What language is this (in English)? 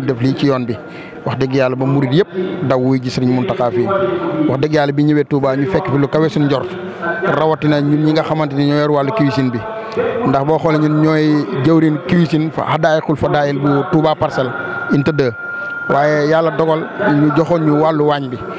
Wolof